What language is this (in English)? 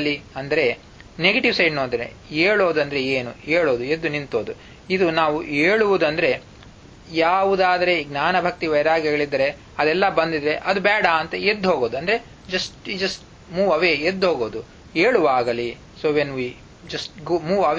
Kannada